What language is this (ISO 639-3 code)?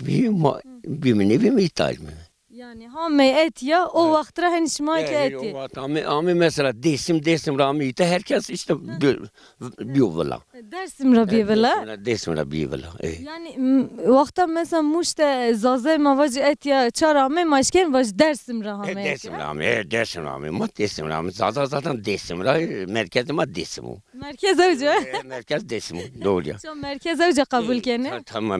zza